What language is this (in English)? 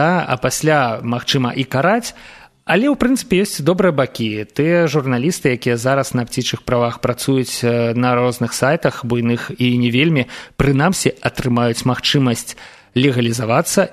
Belarusian